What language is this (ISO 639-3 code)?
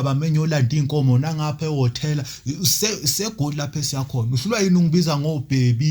zul